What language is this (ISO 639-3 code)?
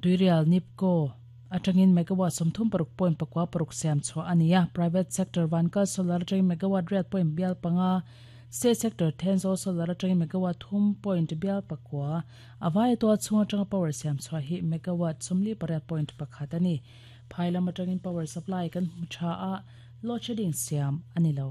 lus